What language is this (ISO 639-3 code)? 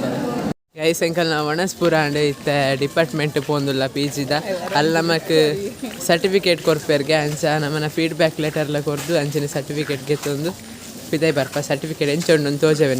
tcy